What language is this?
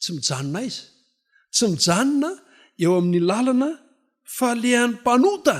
Malagasy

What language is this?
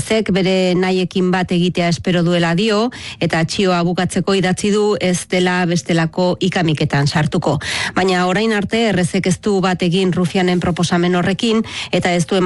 Basque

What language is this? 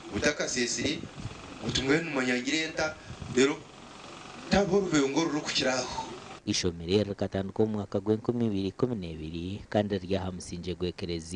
Nyankole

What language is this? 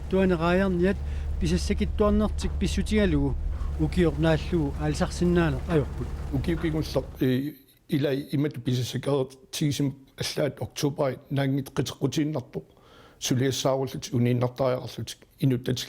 Kalaallisut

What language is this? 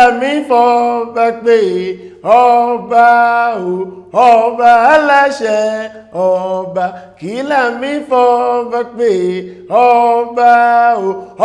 Yoruba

